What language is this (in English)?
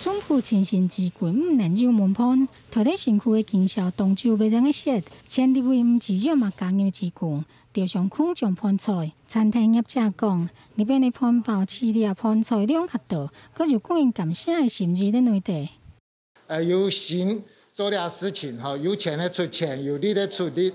Hakka Chinese